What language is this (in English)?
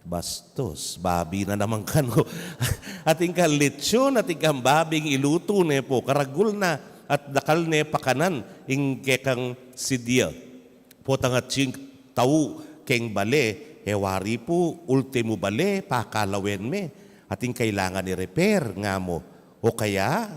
Pampanga